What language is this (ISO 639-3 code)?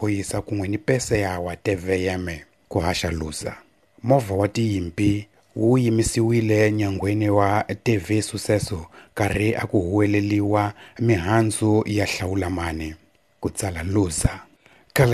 tso